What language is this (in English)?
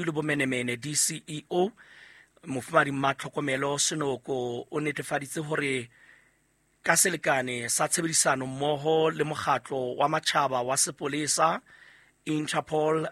Southern Sotho